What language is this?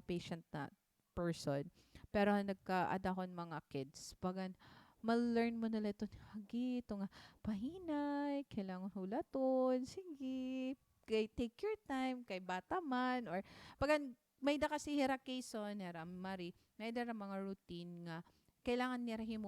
Waray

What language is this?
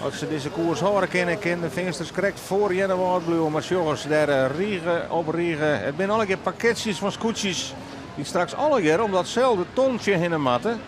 Western Frisian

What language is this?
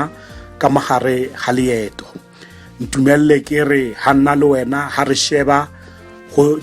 Tswana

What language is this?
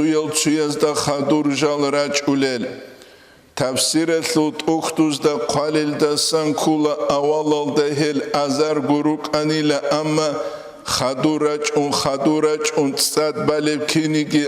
Avaric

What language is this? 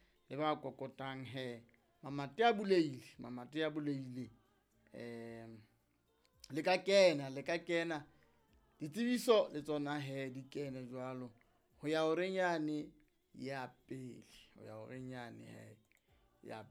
Southern Sotho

